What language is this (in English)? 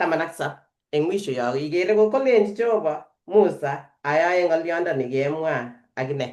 Kalenjin